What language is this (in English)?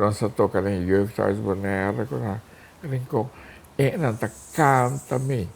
Papiamento